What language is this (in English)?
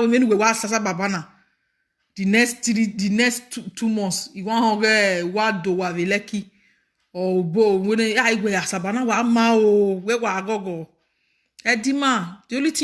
Nigerian Pidgin